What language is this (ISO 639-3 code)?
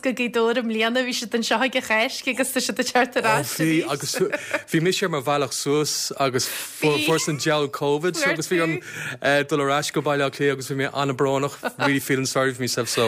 gle